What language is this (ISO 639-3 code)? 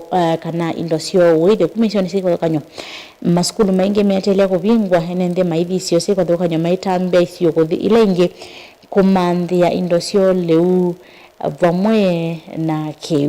kam